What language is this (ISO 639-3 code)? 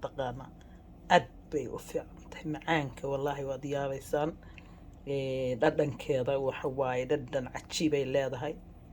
som